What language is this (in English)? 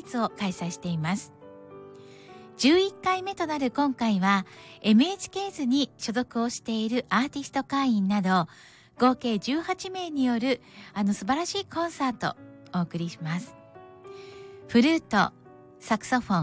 Japanese